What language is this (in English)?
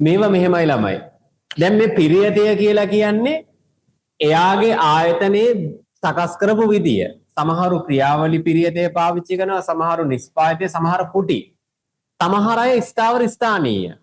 Sinhala